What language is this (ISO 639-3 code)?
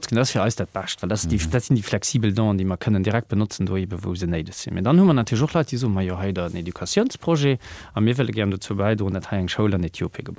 ltz